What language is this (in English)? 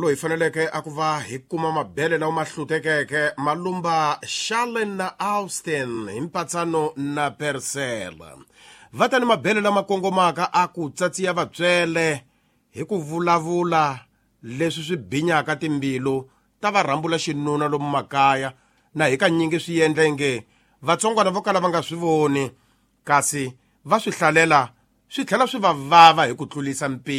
Tsonga